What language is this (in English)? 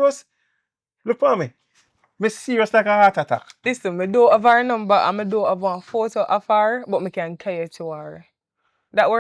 Jamaican Creole English